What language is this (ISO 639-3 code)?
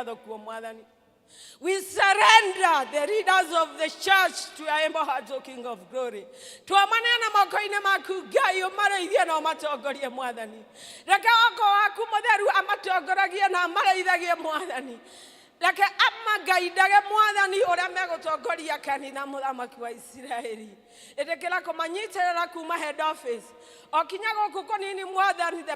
kik